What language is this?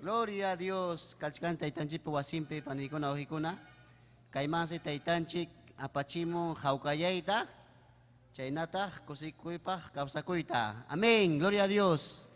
Ayacucho Quechua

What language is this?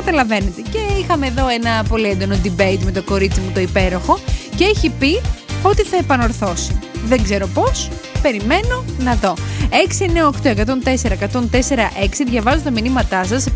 Greek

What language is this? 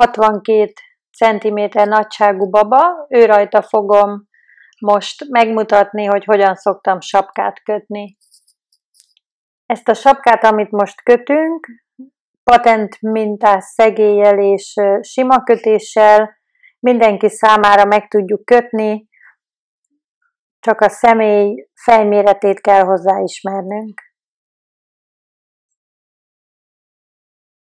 Hungarian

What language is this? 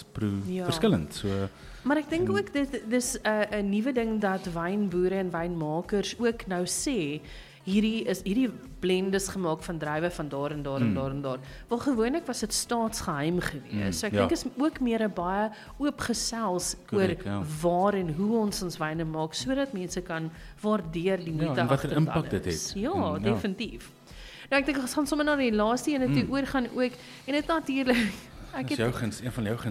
Afrikaans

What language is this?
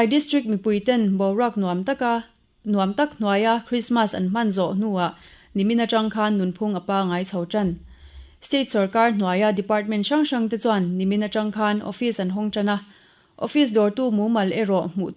Mizo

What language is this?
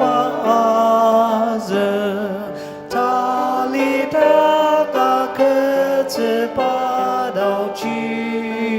Ao Naga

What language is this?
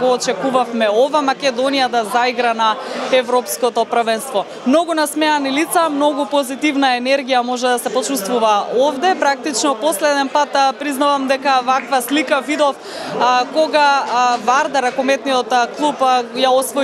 Macedonian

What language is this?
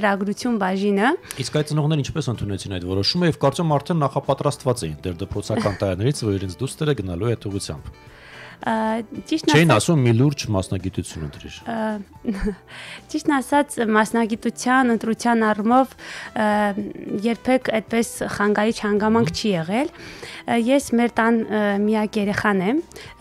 Armenian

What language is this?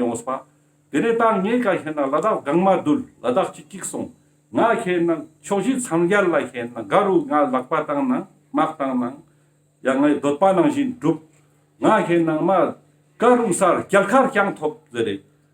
Ladakhi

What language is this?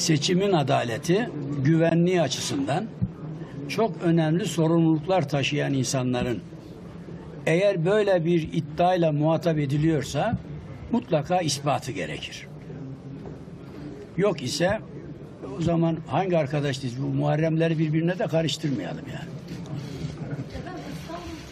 Turkish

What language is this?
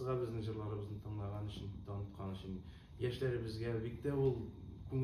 Tatar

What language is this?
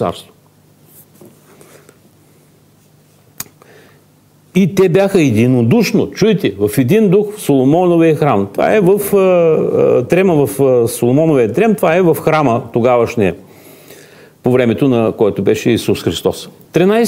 Bulgarian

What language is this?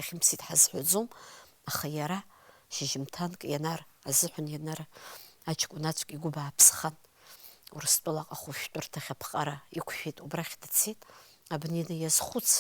Abkhazian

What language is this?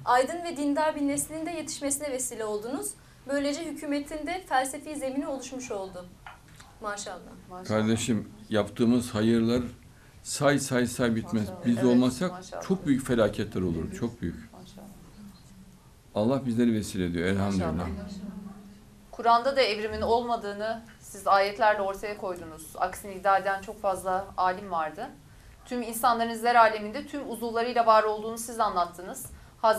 Turkish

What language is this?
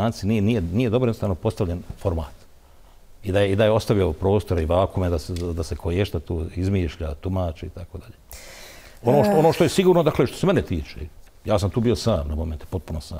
Bosnian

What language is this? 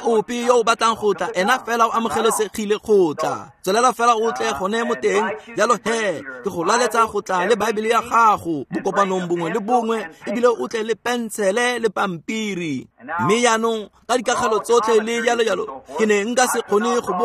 Tswana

